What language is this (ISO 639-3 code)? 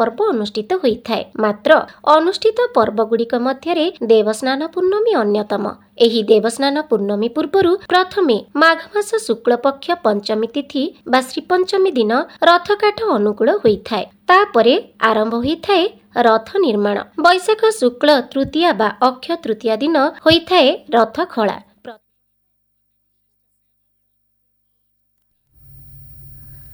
ori